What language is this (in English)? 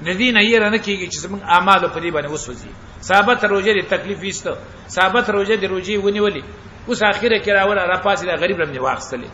Pashto